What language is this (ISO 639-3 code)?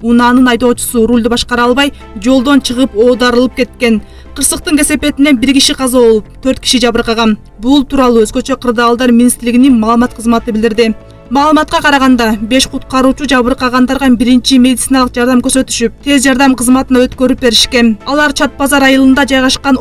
kir